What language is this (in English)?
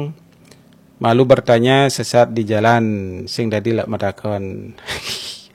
Balinese